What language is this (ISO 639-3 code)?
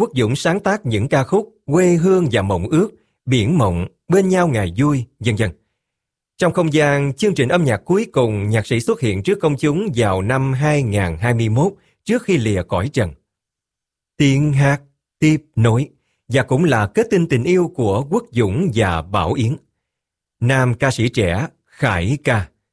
vie